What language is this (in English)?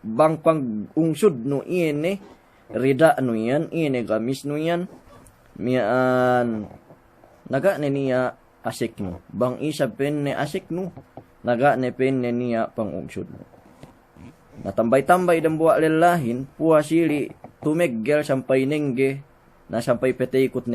Yakan